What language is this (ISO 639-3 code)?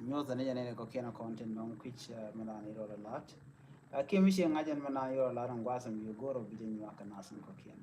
nus